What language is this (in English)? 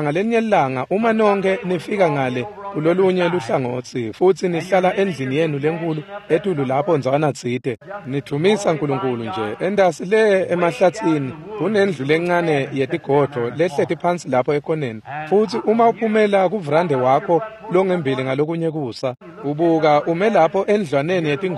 Swati